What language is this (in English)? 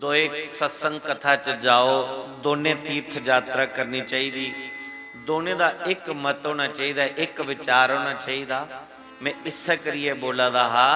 Dogri